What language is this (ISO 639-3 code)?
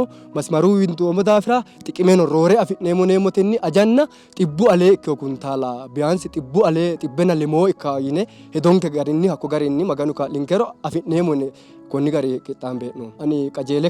sid